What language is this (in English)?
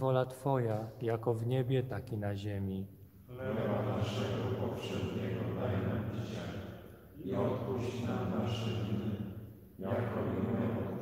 Polish